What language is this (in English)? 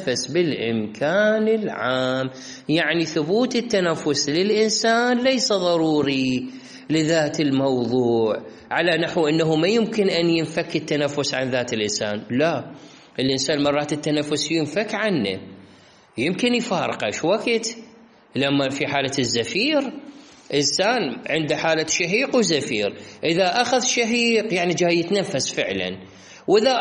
Mesopotamian Arabic